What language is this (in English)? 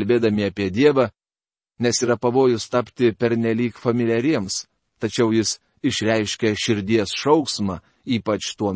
Lithuanian